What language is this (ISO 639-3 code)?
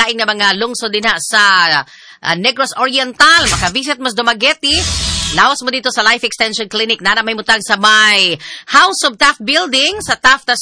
ceb